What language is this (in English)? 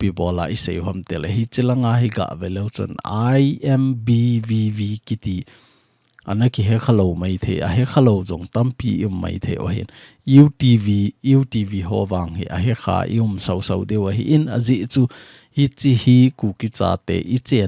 Thado Chin